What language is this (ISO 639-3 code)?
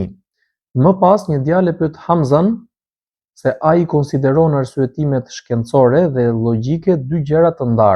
sqi